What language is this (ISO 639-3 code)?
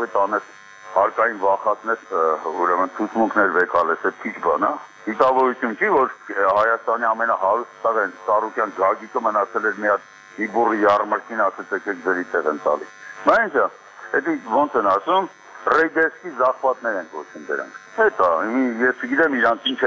hye